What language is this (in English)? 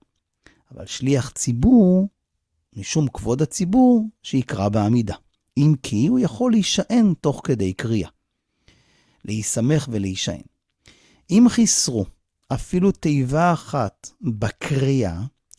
Hebrew